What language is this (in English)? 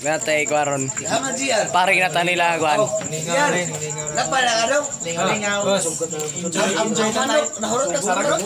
Cebuano